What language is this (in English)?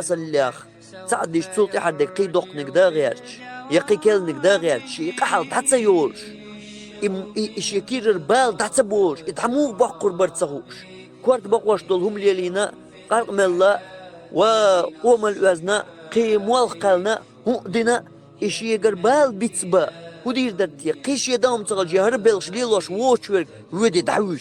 Chechen